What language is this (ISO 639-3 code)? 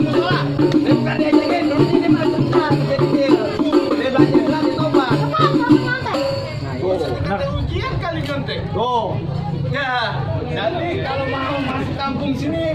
bew